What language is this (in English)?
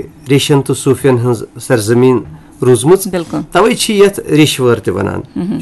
Kashmiri